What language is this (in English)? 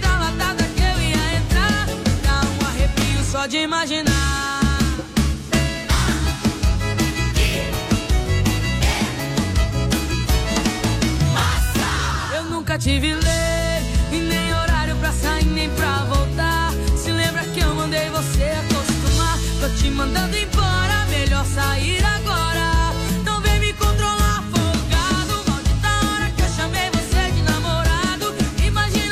Portuguese